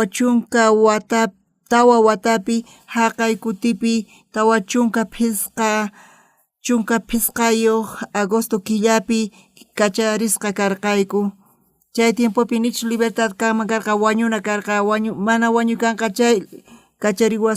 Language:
South Bolivian Quechua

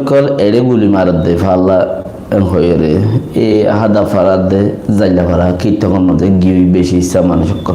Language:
Rohingya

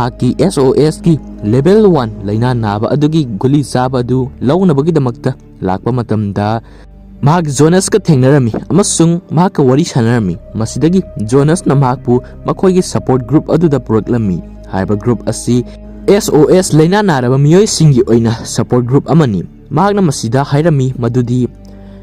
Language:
Manipuri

